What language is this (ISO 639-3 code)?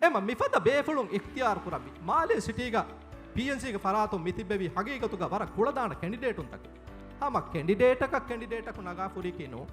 div